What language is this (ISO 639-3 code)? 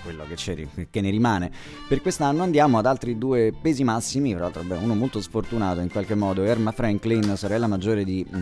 ita